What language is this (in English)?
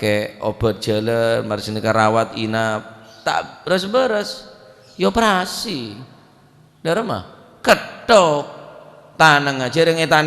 Madurese